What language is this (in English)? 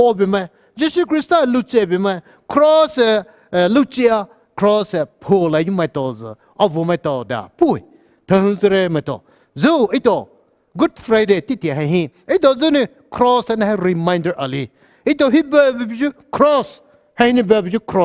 Poumei Naga